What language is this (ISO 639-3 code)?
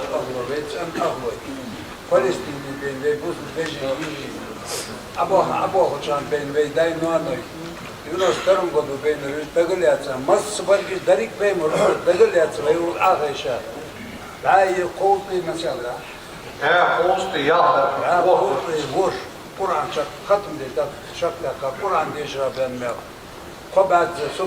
inh